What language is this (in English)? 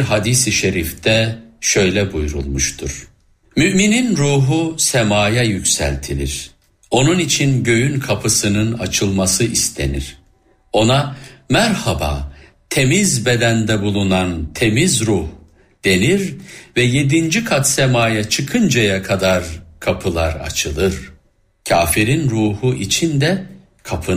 Turkish